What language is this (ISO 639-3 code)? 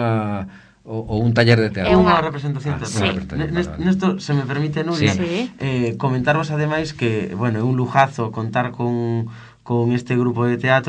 glg